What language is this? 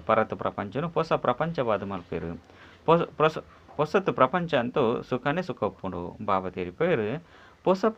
Tulu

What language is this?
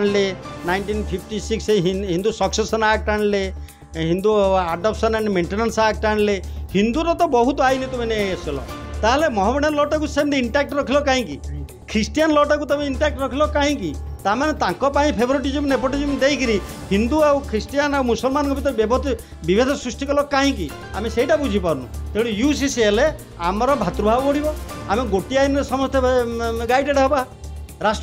Odia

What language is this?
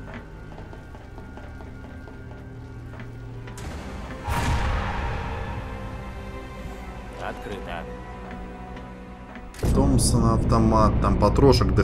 Russian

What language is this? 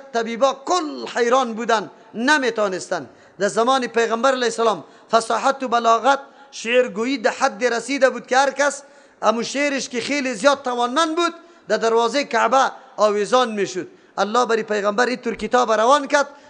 Persian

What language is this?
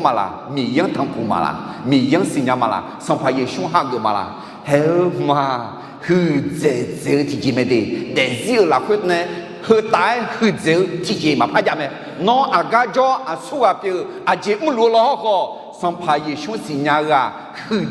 Akha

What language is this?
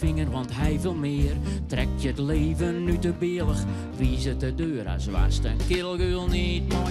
Western Frisian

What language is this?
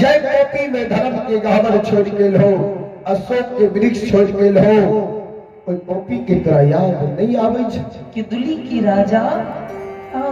Maithili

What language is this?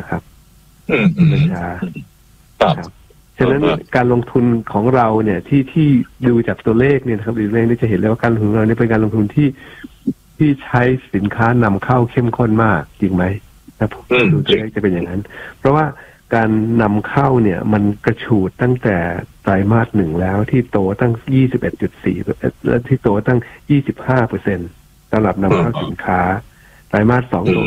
Thai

